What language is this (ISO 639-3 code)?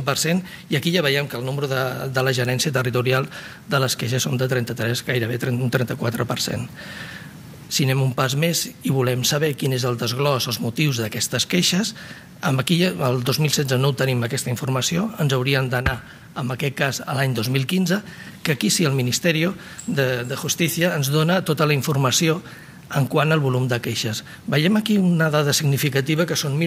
cat